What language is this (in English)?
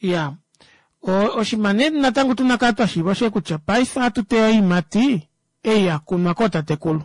Kuanyama